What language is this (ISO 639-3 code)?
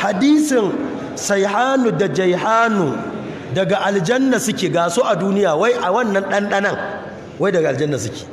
hau